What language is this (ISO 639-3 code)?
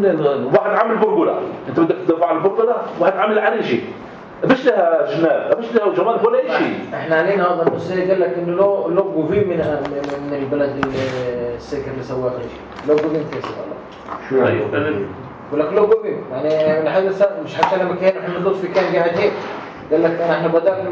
apc